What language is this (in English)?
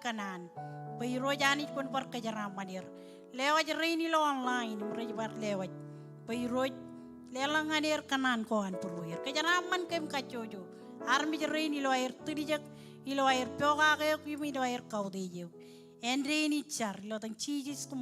Marshallese